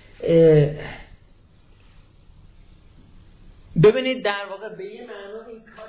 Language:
Persian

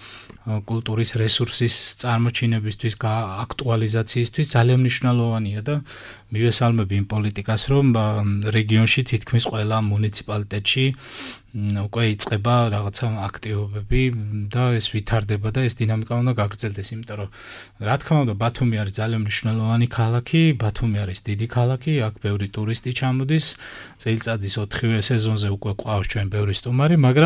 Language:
Georgian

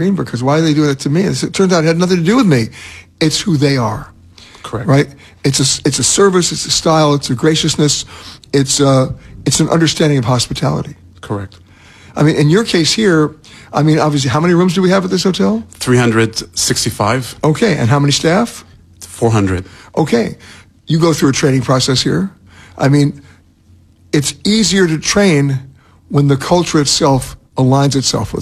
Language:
English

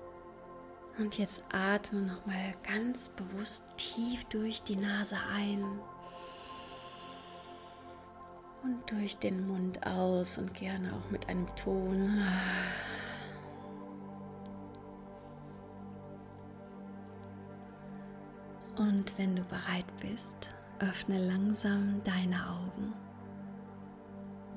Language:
German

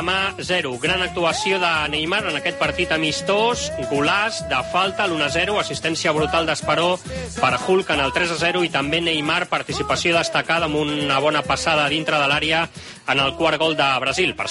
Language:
Catalan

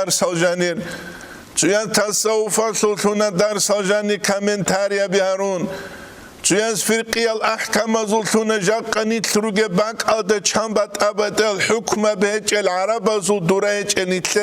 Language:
Avaric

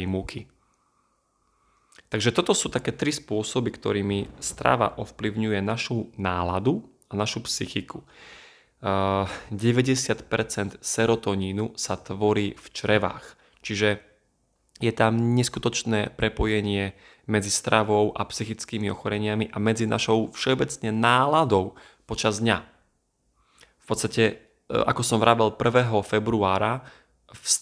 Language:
Slovak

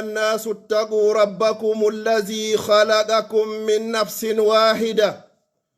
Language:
Pular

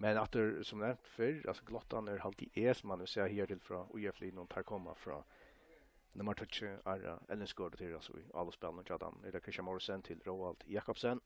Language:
Faroese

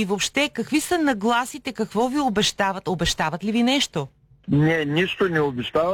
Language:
Bulgarian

